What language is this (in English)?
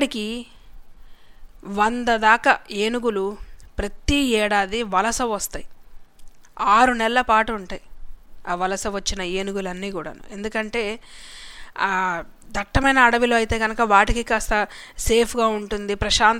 Telugu